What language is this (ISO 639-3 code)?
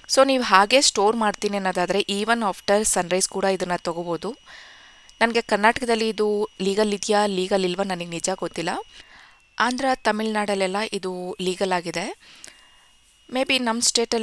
kan